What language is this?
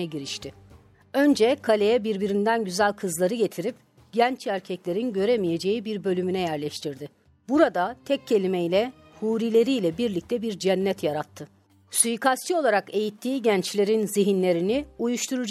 Turkish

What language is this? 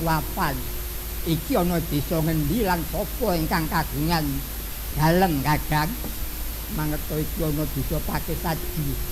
Javanese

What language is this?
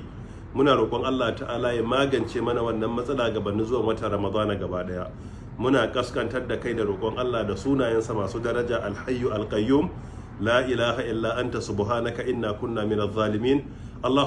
Hausa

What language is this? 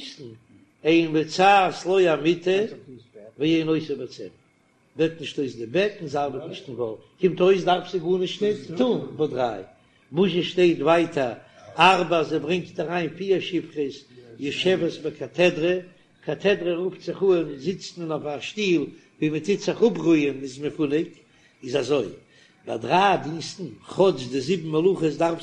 Yiddish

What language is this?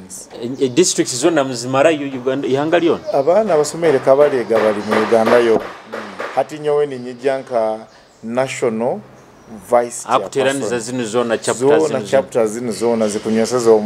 Nyoro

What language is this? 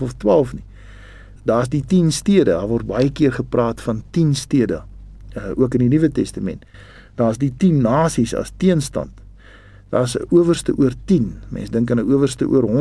Afrikaans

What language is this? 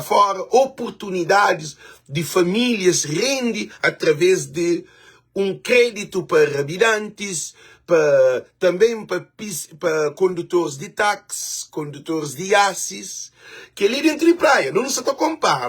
Kabuverdianu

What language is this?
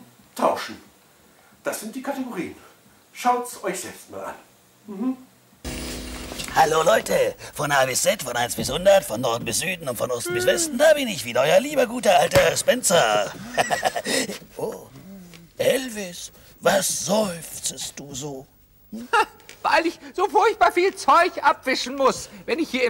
German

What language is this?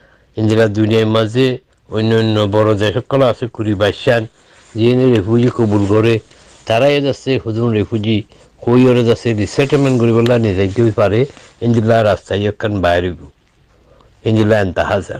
Rohingya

